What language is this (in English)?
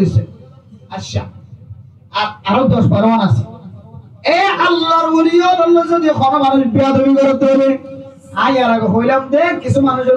Rohingya